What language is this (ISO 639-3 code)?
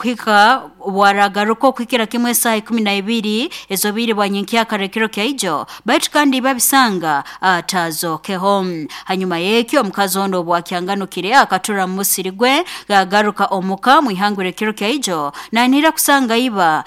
nyo